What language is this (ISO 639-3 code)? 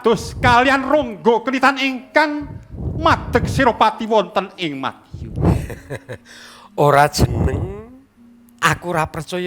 jav